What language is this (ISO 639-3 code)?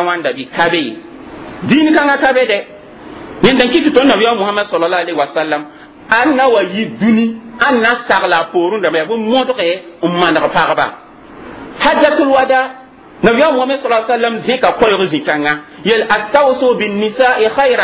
mos